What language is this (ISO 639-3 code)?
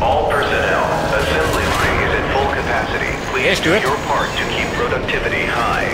bar